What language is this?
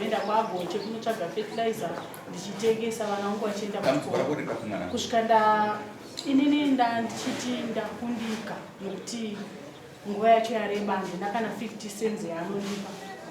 Shona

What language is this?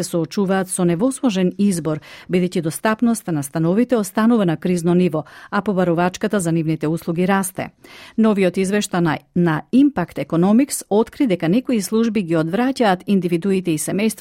Macedonian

